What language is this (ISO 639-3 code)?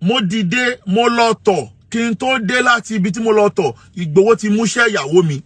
yor